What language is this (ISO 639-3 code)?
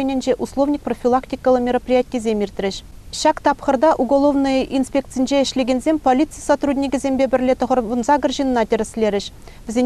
chv